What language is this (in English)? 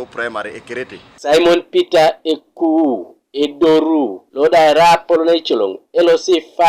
Teso